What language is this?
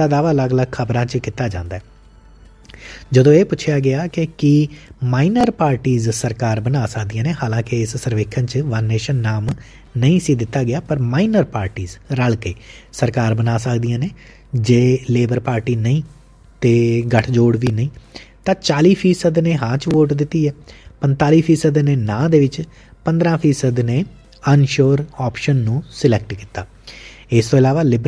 Punjabi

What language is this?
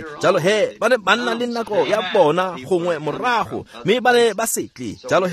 Tswana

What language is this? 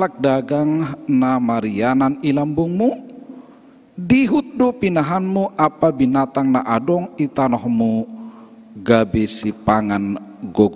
Batak Simalungun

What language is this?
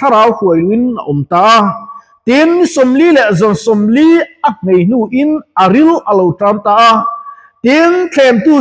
Mizo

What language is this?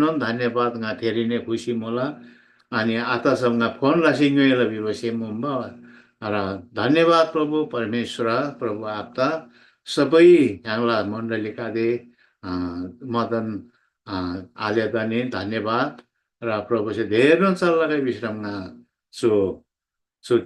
Eastern Tamang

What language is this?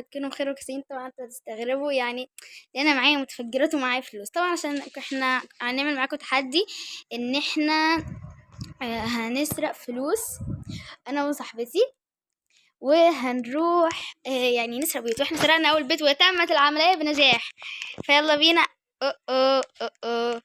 Egyptian Arabic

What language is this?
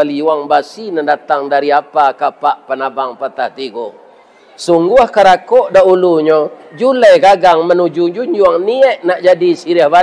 Minangkabau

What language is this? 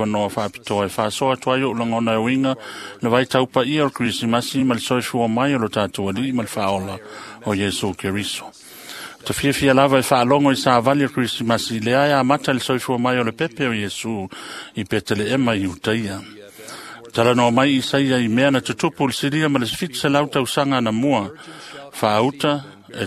Samoan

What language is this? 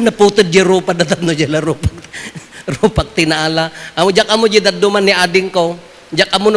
Iloko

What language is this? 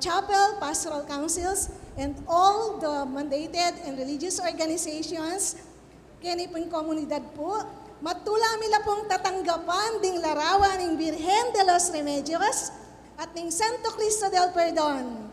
Pampanga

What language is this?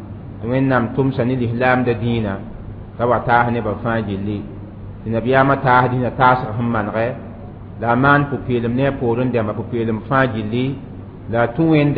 Mossi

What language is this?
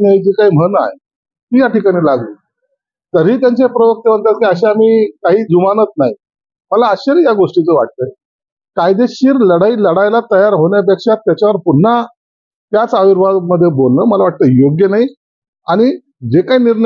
Marathi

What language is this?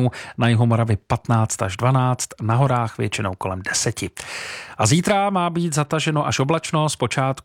Czech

